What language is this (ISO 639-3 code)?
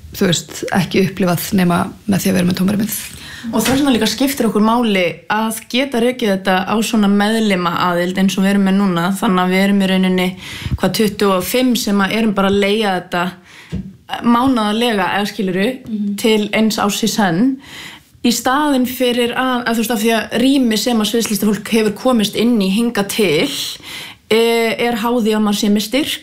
isl